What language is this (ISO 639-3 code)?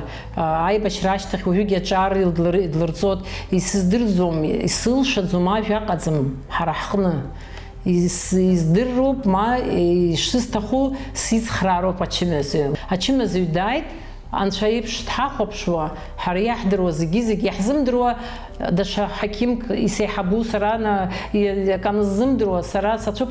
abk